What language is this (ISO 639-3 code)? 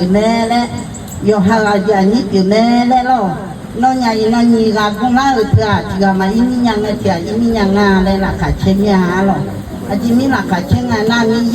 ahk